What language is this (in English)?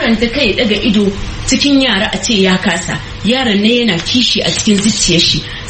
Hausa